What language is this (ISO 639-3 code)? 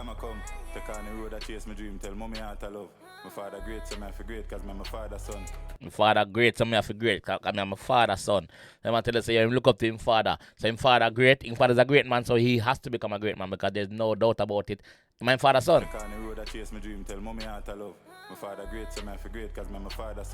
jam